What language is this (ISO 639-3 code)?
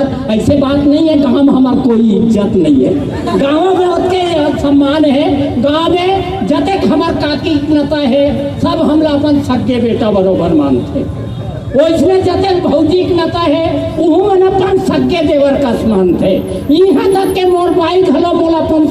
hne